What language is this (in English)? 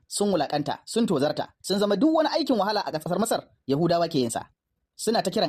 Hausa